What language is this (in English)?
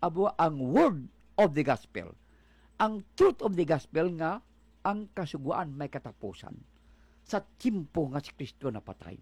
Hiligaynon